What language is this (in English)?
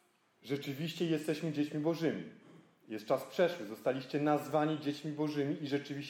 Polish